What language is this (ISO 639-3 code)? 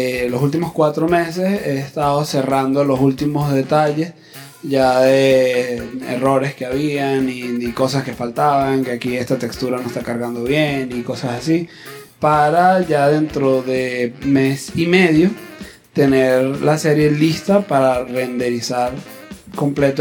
spa